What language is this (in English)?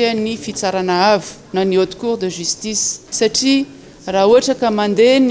Malagasy